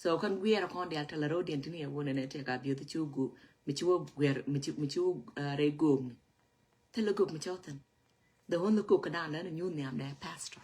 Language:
Nuer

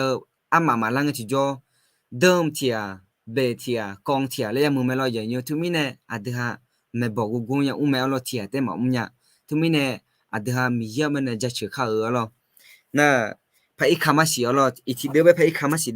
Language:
Akha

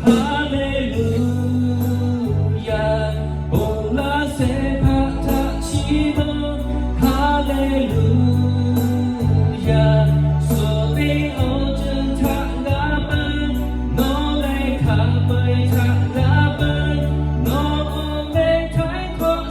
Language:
Lahu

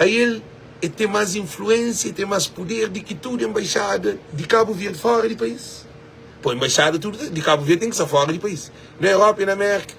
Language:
Kabuverdianu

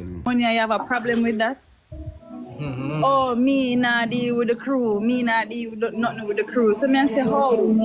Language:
Jamaican Creole English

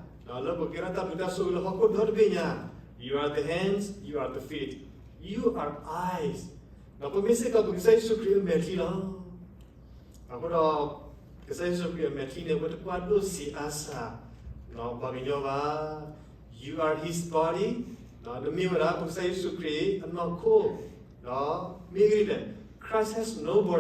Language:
S'gaw Karen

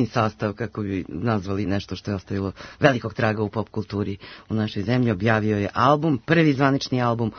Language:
Serbian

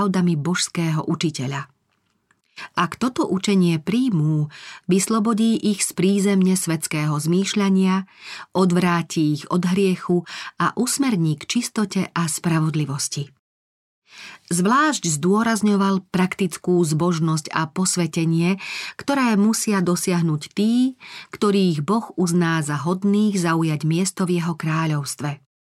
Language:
Slovak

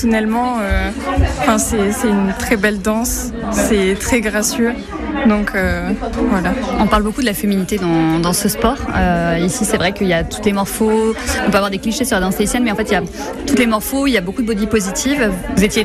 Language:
French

